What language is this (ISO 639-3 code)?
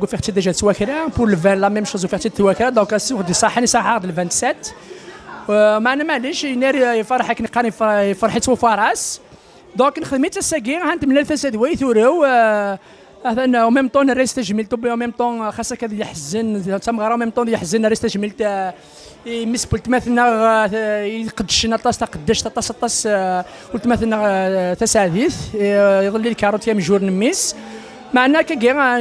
kab